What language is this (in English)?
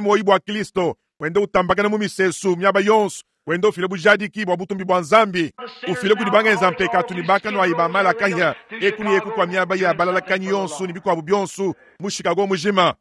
Luba-Lulua